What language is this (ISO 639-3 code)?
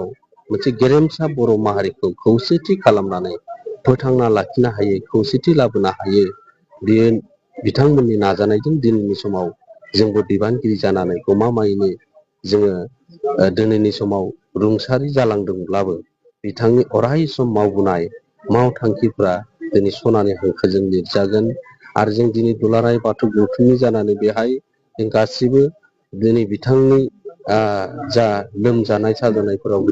brx